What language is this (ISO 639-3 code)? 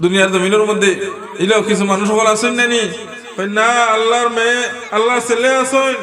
syl